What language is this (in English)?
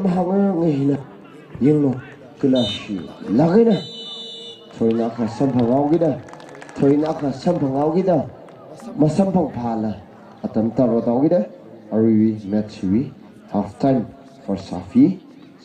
Tangkhul Naga (India)